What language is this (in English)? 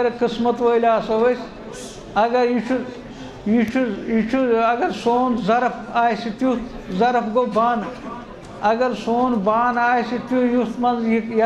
Kashmiri